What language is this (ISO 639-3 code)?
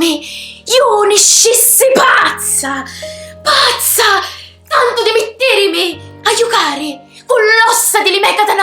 scn